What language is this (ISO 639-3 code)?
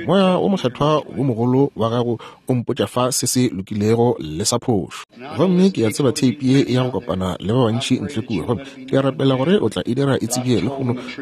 nso